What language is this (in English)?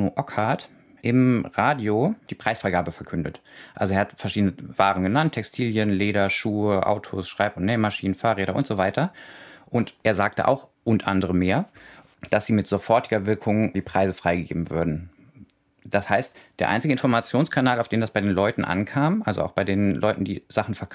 German